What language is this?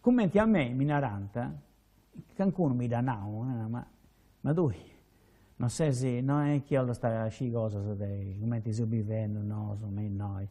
Sardinian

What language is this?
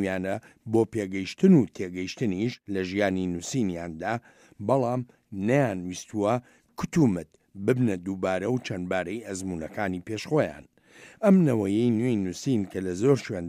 Central Kurdish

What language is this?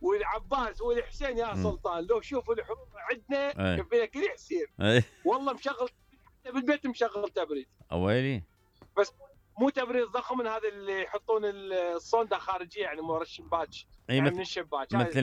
Mesopotamian Arabic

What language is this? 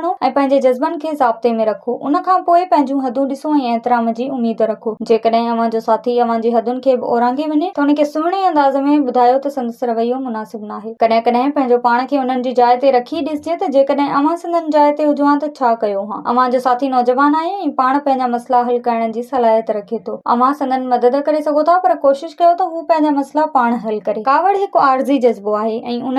Sindhi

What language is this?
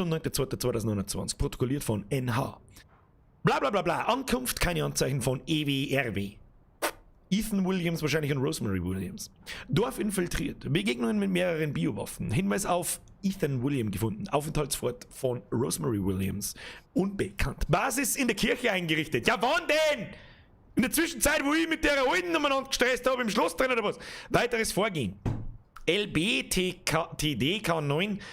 Bavarian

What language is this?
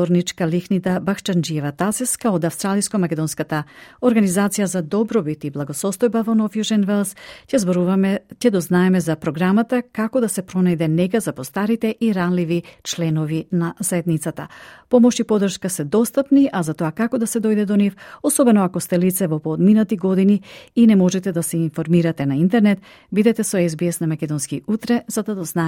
Macedonian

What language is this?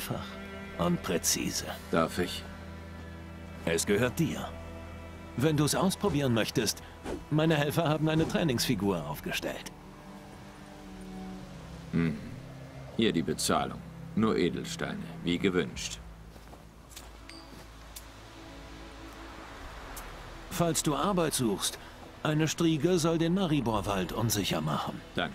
German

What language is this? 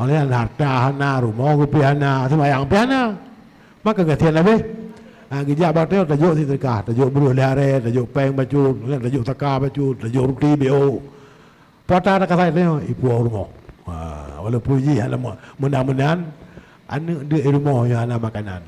Achinese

